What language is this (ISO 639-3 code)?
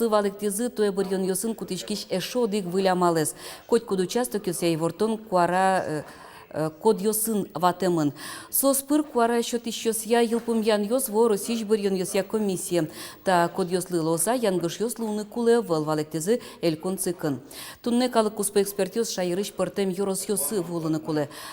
udm